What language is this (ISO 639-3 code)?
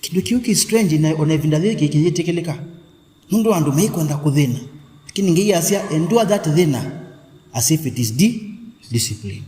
kam